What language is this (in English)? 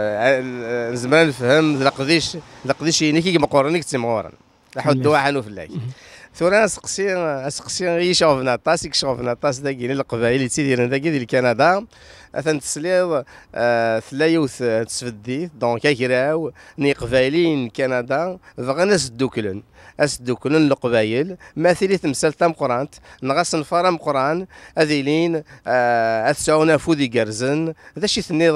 Kabyle